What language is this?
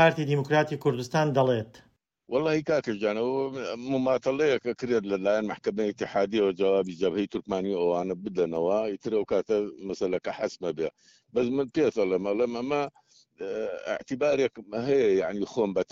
Central Kurdish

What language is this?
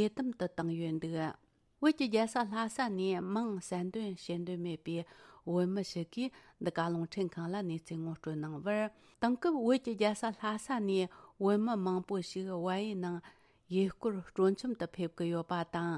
Tibetan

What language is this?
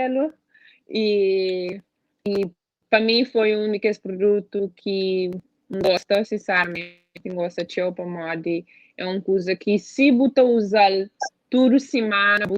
Kabuverdianu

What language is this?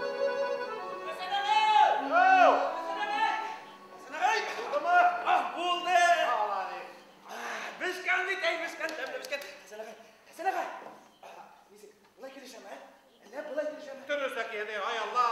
Bashkir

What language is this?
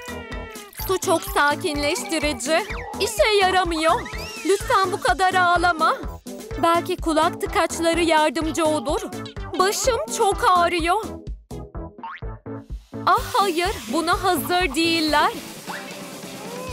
Turkish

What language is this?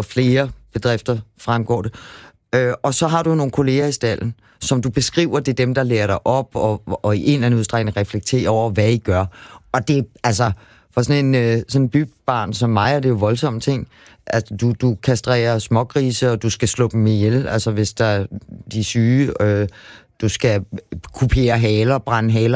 Danish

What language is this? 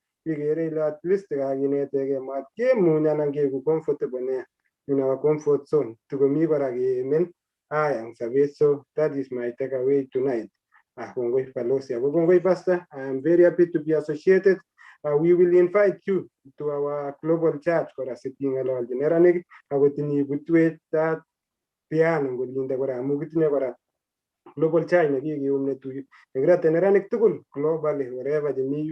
Kalenjin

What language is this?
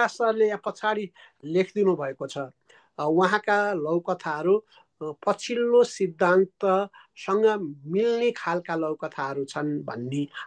Nepali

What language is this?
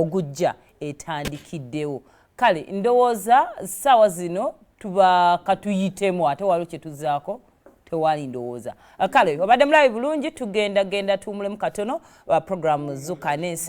Ganda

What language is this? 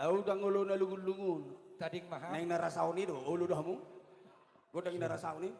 Batak Toba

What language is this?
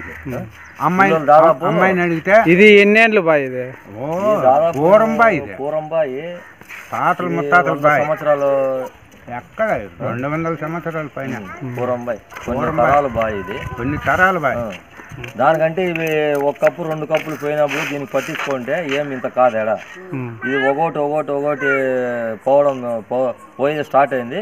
Telugu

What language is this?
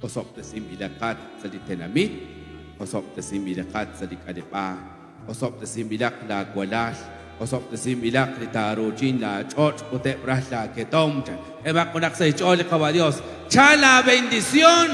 Kekchí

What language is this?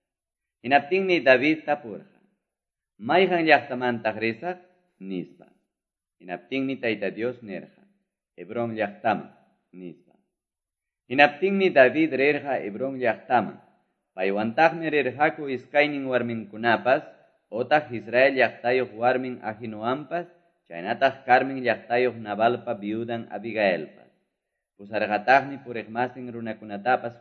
Quechua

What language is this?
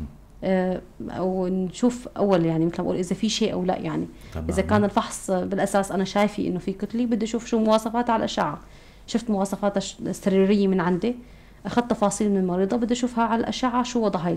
North Levantine Arabic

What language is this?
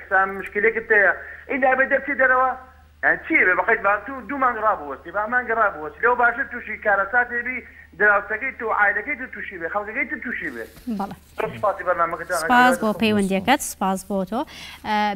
Central Kurdish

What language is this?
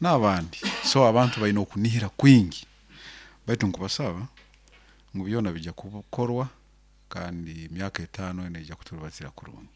Nyoro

